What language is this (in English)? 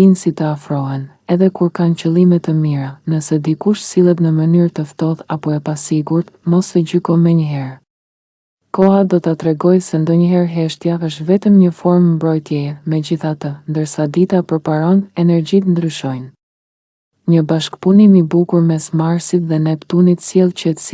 Albanian